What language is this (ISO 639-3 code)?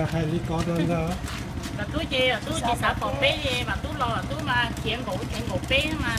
hmn